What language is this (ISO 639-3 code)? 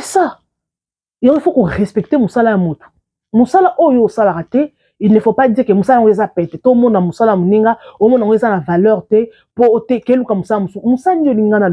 lin